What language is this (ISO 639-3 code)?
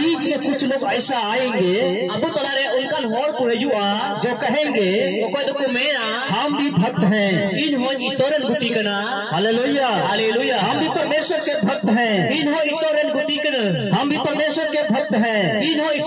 sat